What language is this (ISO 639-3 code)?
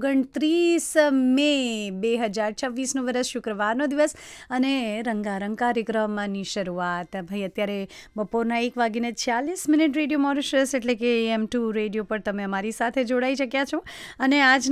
guj